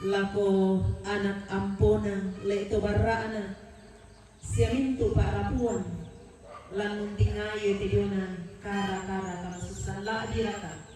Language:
Toraja-Sa'dan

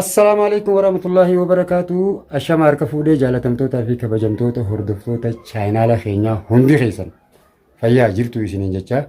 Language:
Oromo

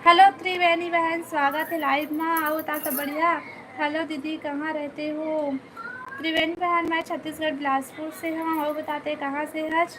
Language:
Chhattisgarhi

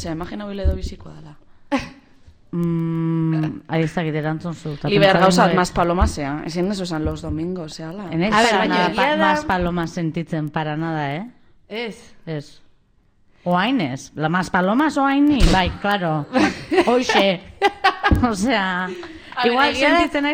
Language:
Basque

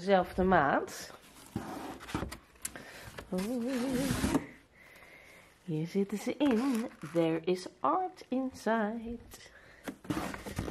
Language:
Dutch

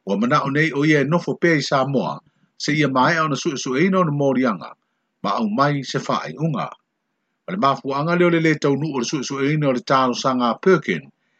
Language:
Samoan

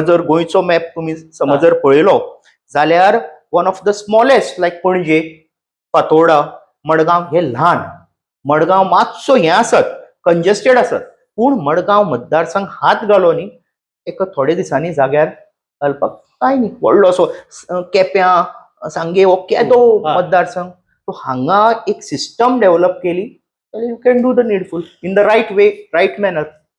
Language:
Konkani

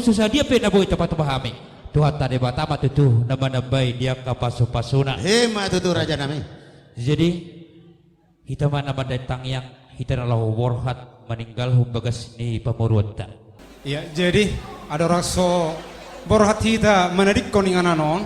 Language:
Batak Toba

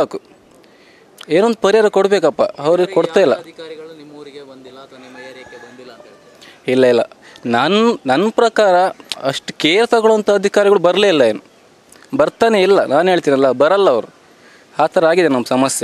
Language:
Kannada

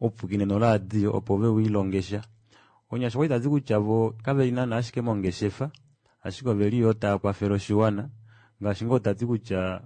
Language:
Kuanyama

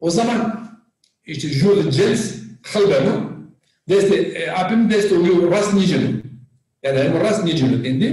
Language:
Zaza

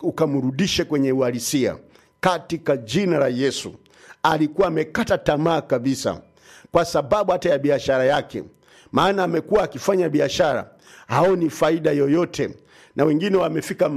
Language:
Swahili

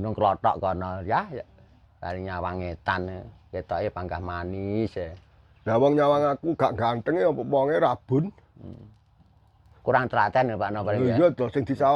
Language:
Javanese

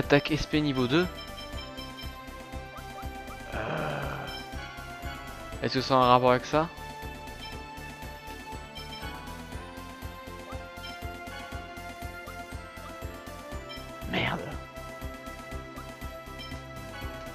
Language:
French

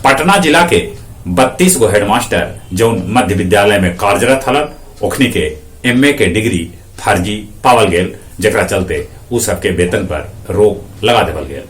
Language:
Magahi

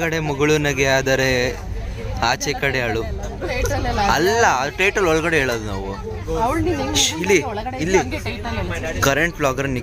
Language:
Kannada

